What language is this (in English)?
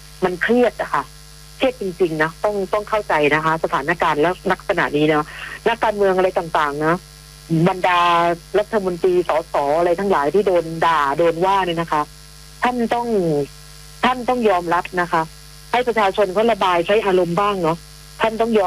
Thai